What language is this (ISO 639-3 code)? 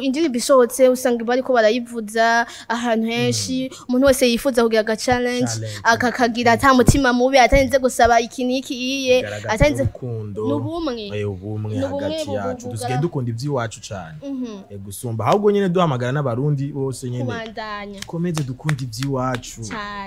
run